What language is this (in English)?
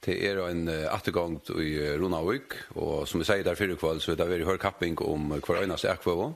Faroese